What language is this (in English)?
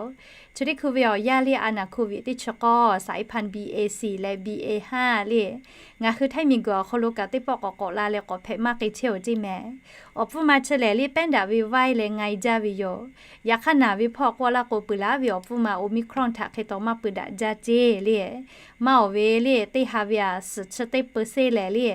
Lahu